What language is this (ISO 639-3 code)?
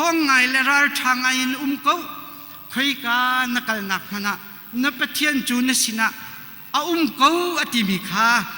cnh